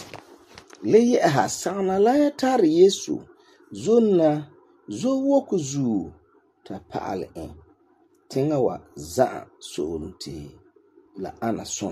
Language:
Frafra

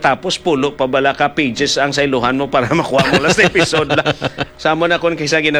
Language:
Hiligaynon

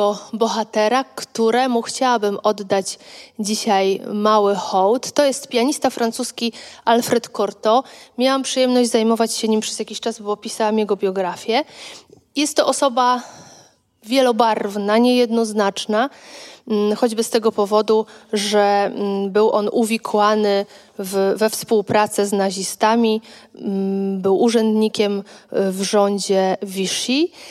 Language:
Polish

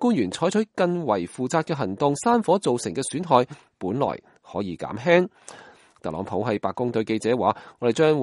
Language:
Cantonese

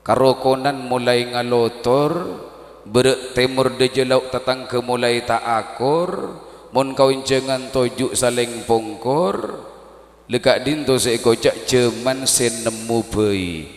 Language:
Madurese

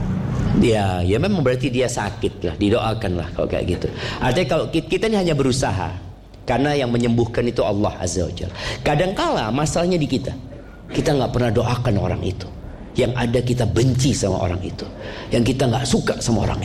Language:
Indonesian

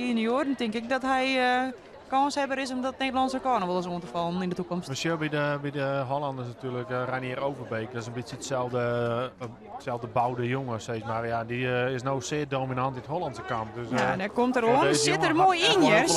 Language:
Western Frisian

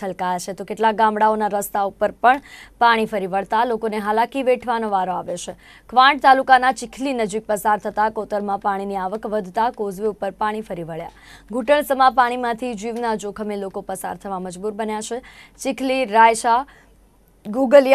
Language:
Gujarati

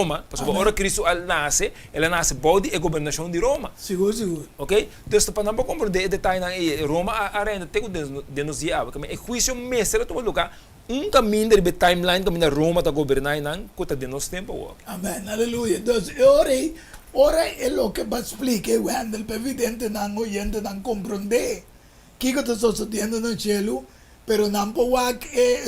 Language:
Papiamento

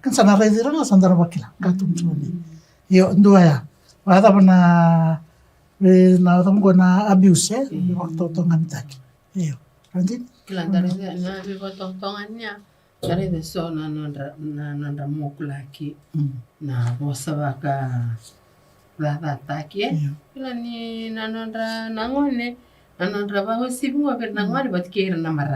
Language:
Fijian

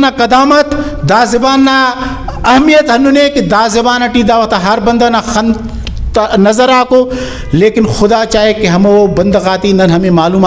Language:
Brahui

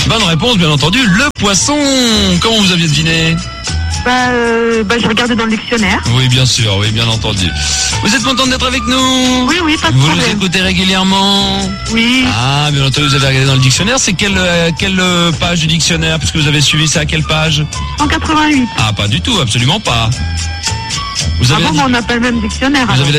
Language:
French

